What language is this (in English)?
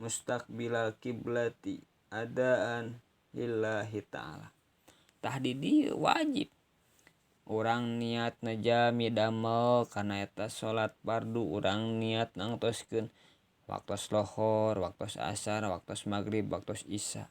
Sundanese